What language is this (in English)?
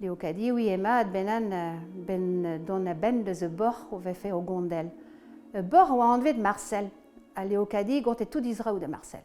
Breton